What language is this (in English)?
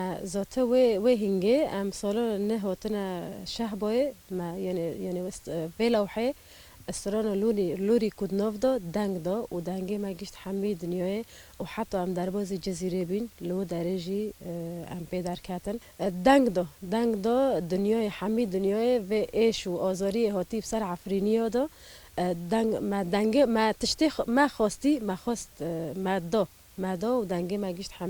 Kurdish